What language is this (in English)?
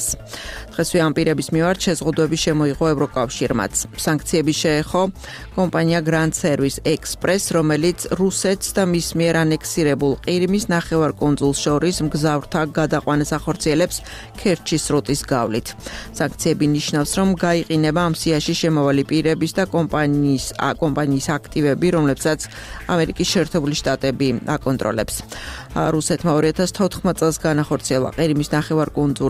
Georgian